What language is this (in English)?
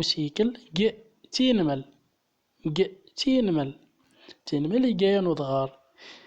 Central Atlas Tamazight